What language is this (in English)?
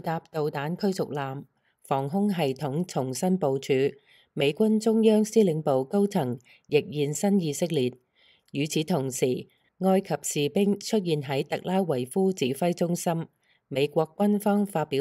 Cantonese